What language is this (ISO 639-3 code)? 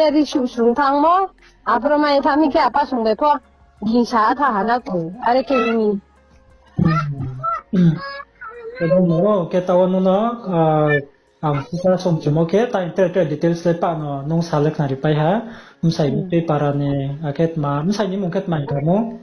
ria